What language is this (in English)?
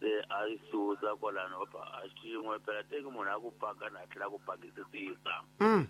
Tsonga